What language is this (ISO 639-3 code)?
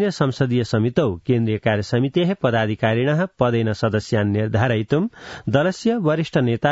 san